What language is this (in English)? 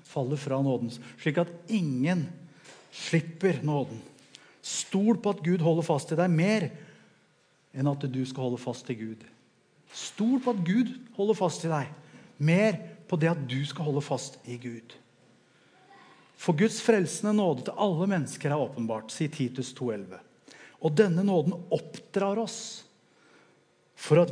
Norwegian